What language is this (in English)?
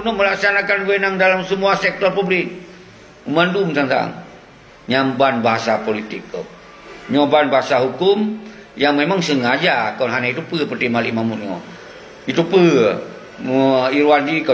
Achinese